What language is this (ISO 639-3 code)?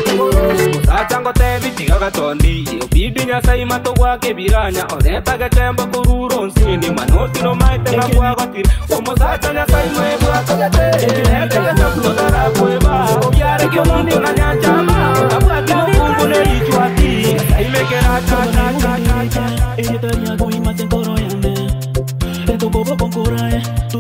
guz